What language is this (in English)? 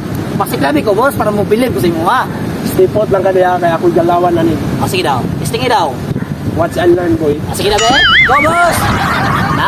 Cebuano